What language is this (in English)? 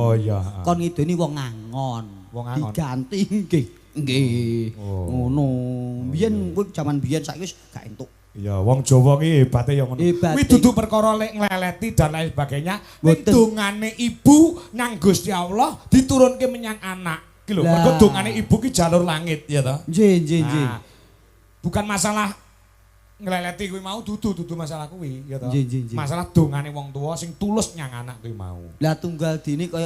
Javanese